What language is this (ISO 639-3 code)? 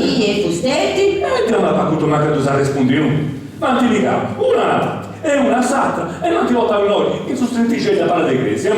srd